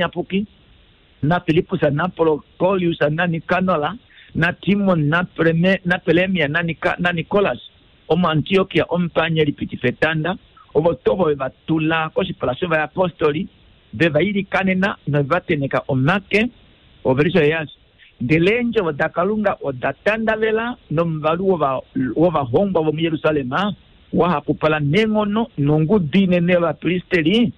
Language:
Kuanyama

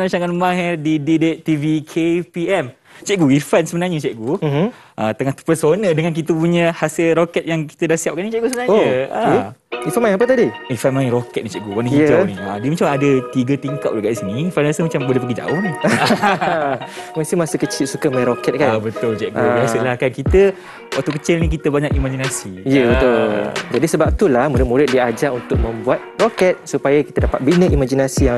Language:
Malay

